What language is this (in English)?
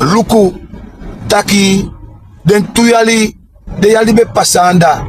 Sranan Tongo